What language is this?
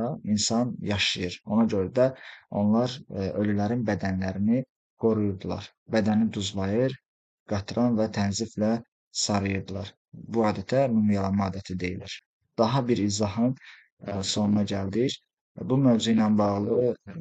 Azerbaijani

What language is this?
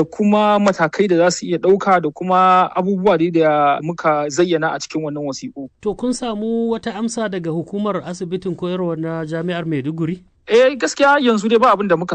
Hausa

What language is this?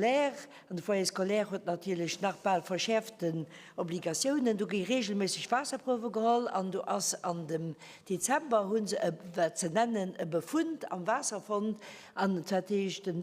Luxembourgish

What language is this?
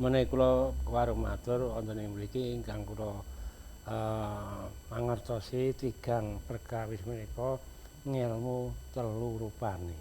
Javanese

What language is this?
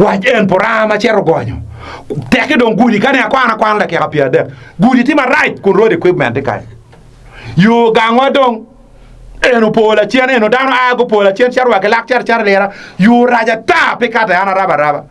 Acoli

